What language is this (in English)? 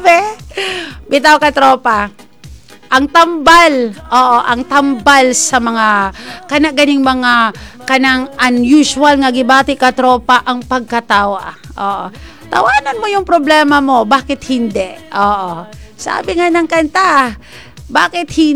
Cebuano